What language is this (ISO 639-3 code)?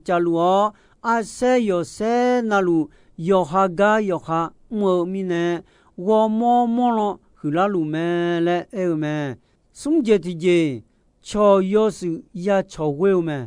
ahk